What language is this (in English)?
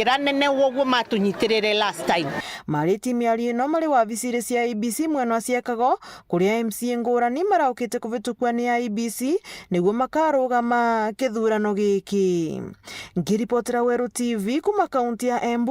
Meru